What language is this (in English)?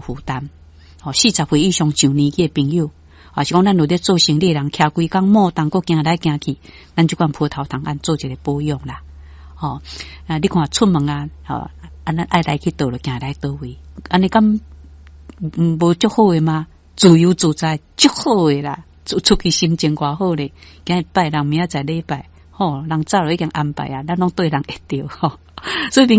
Min Nan Chinese